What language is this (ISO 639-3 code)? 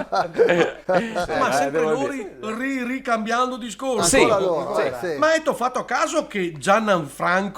vec